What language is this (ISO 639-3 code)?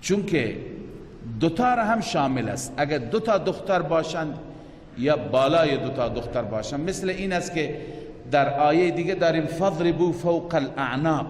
fas